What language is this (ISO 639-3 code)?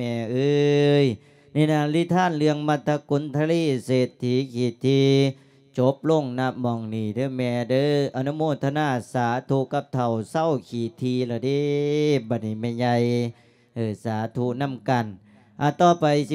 lao